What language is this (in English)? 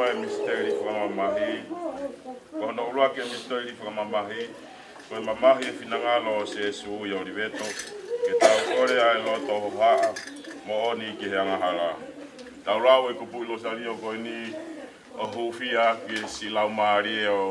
Tongan